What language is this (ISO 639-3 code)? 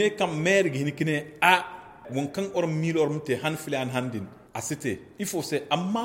dje